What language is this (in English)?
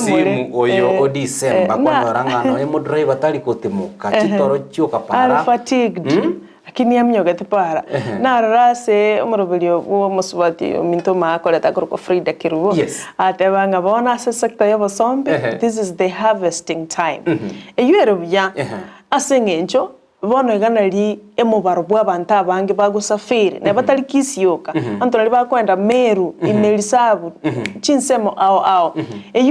Gusii